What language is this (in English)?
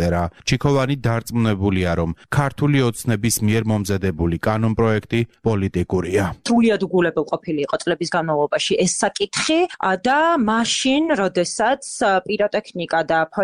Georgian